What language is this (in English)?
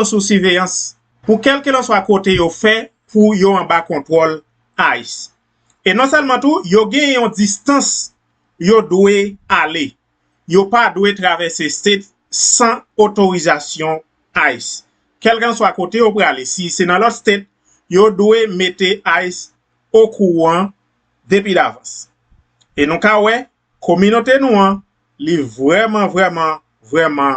Haitian Creole